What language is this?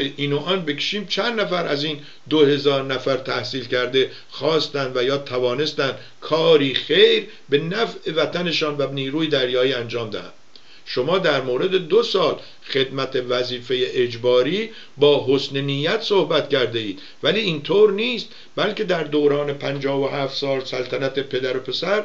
Persian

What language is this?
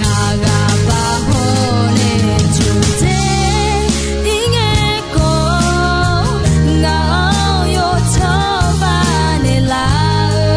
Akha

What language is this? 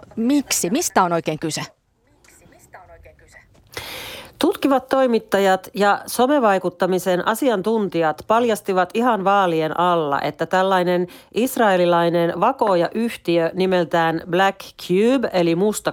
Finnish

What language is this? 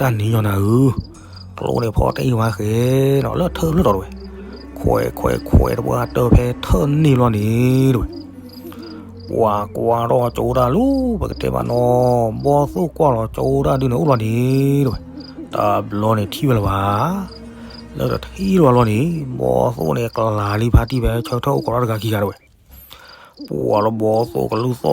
S'gaw Karen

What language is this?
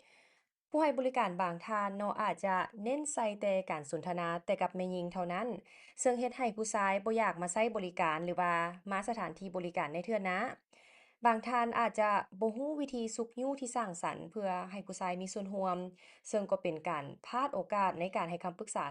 Lao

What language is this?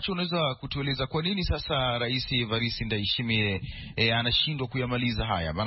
Swahili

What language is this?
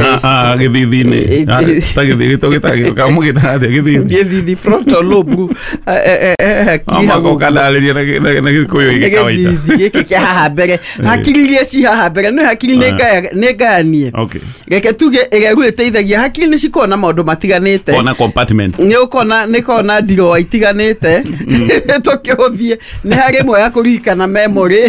Kikuyu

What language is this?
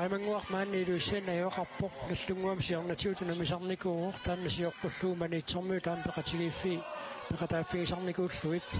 Kalaallisut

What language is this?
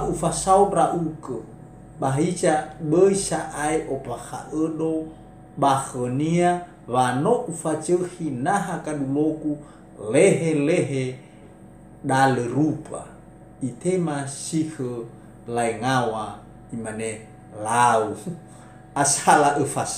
Nias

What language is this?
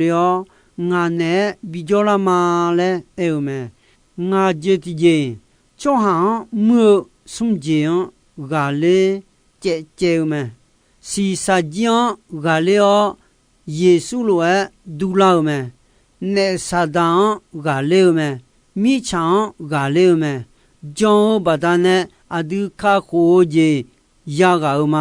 Akha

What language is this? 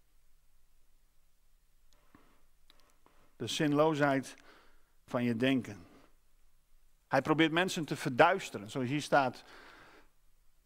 Dutch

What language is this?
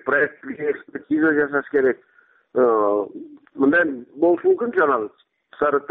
Kyrgyz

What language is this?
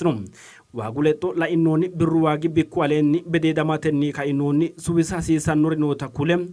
Sidamo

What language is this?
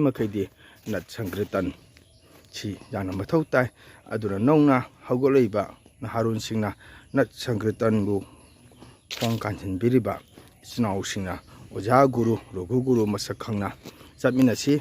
Manipuri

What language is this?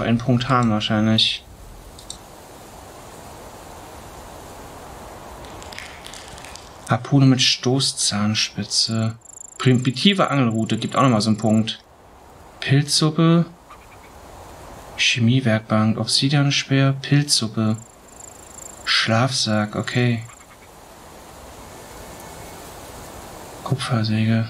German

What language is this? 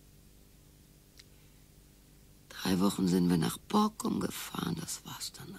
German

